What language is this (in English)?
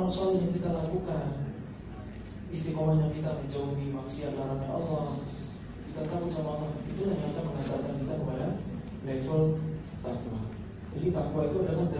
Indonesian